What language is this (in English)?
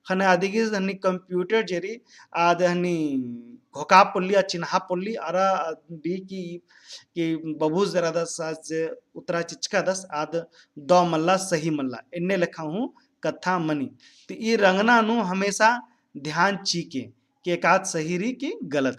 Kurukh